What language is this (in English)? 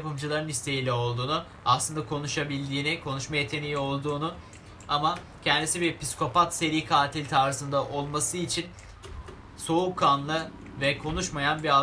Turkish